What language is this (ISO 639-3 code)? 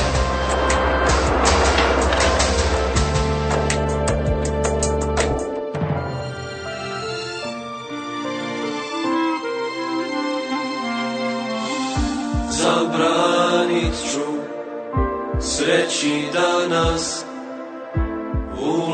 bos